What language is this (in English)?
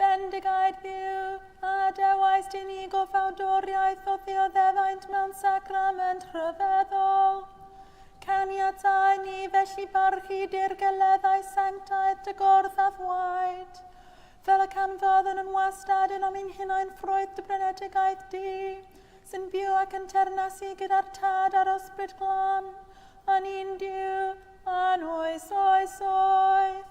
Welsh